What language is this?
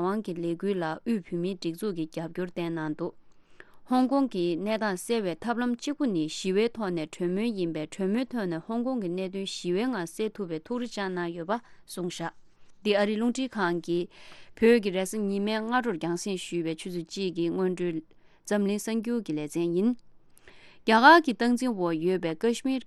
Tibetan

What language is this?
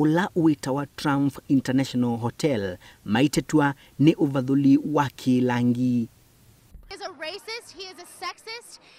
Kamba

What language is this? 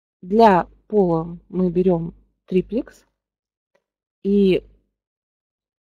Russian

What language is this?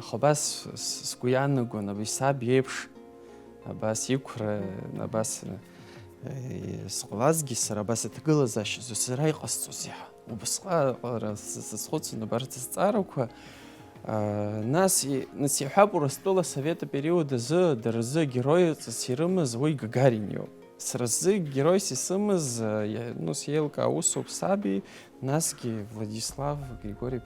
Abkhazian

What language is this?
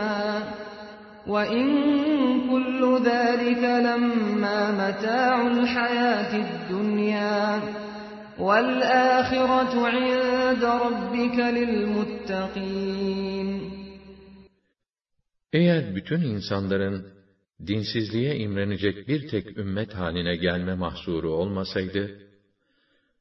Turkish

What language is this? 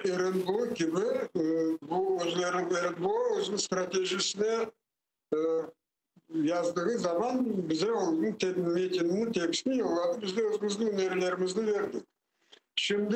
Crimean Tatar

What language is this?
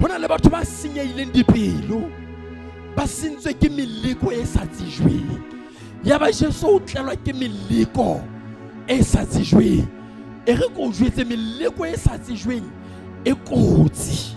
Southern Sotho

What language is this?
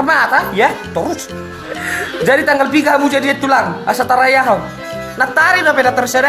Batak Toba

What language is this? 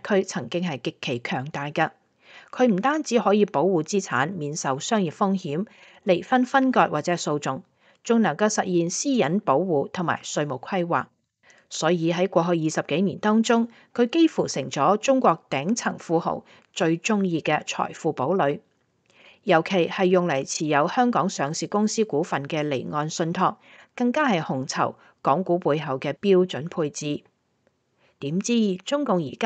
Cantonese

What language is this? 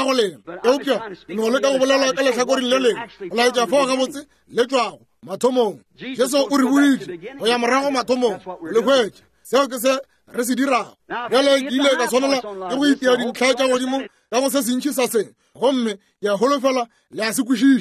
Northern Sotho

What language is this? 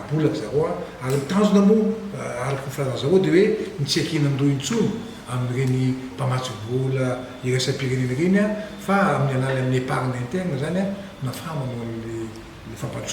Malagasy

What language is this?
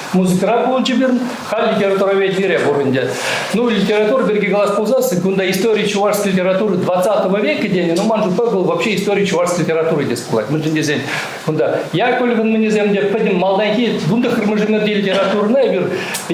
Chuvash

